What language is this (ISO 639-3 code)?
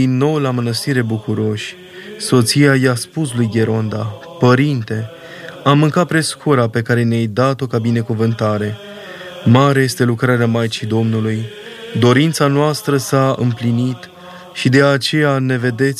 ron